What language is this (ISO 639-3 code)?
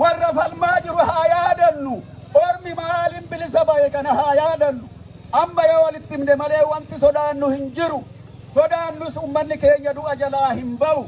orm